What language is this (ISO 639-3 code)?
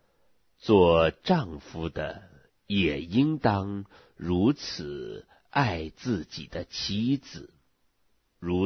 zho